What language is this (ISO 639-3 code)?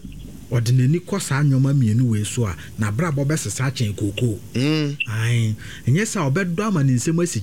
aka